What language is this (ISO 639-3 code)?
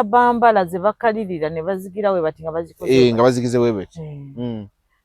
lug